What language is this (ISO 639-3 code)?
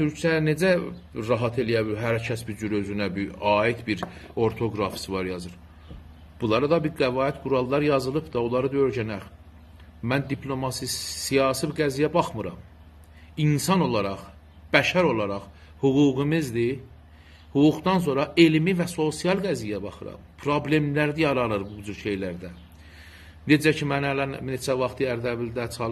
azb